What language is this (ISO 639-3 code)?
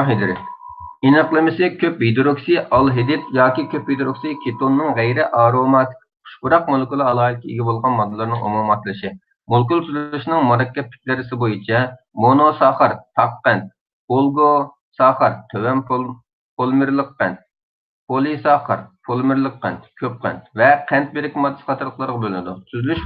uig